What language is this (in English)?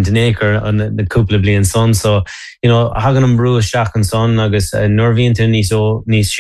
Irish